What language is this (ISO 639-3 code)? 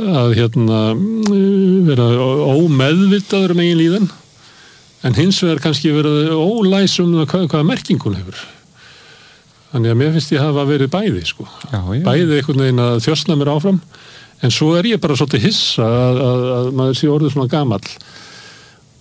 isl